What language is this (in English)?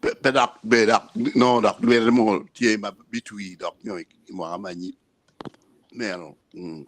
Acoli